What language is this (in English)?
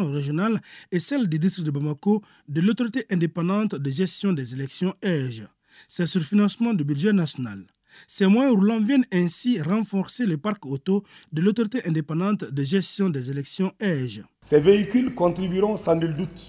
French